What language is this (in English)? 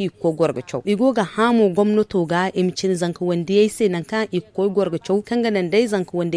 Zarma